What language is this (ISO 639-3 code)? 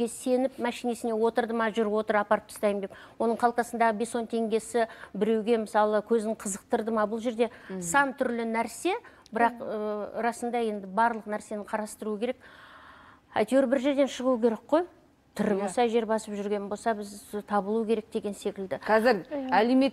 kaz